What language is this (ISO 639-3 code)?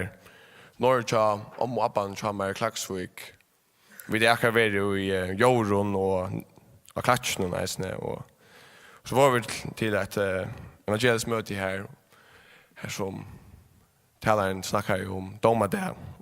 fao